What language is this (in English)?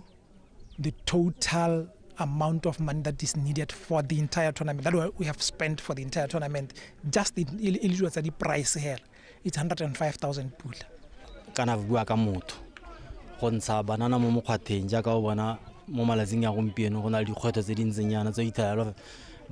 Tswana